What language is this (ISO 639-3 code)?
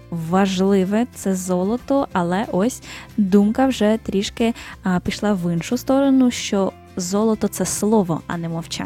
ukr